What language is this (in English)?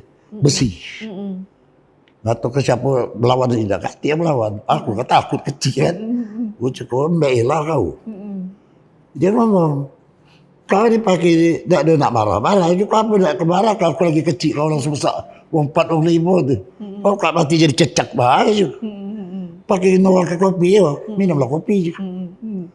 Musi